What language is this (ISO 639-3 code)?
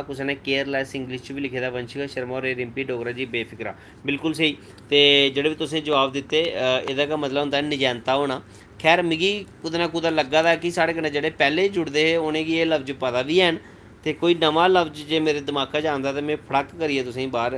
doi